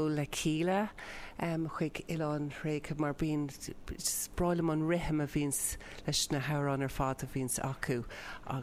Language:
Irish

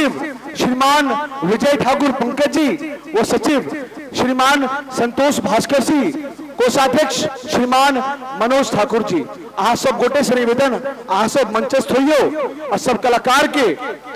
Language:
Maithili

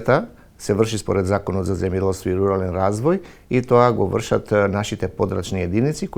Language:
Macedonian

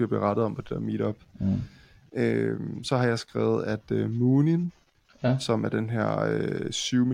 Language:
Danish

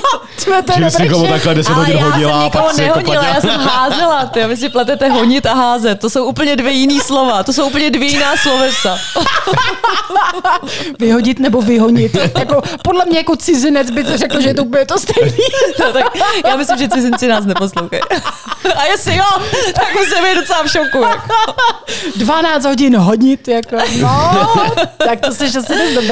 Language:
Czech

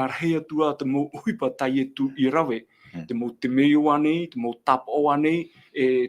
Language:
Tahitian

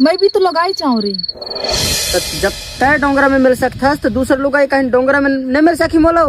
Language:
Chhattisgarhi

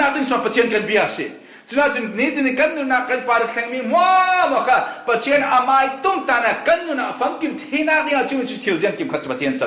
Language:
Falam Chin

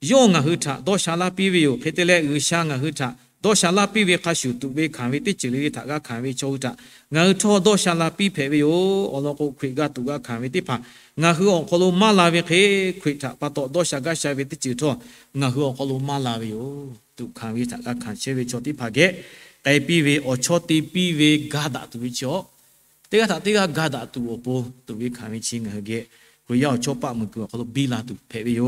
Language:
Lahu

